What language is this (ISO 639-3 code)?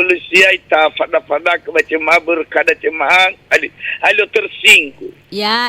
nia